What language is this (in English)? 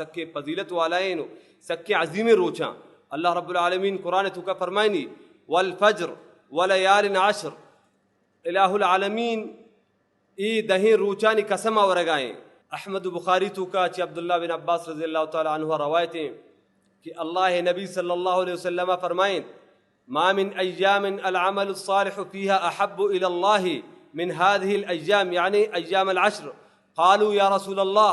Baluchi